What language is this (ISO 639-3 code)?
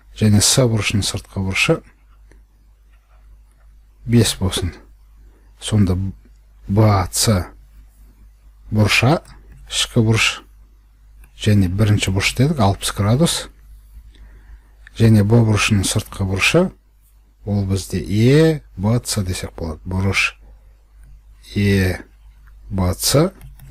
kaz